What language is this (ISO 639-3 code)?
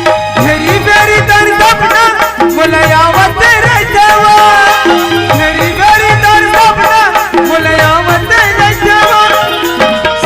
hne